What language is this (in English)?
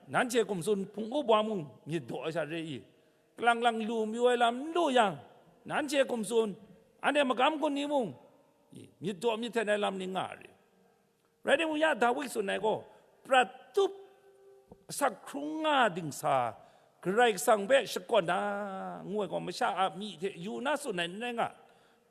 Kachin